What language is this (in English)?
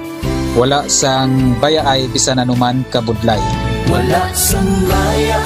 Hiligaynon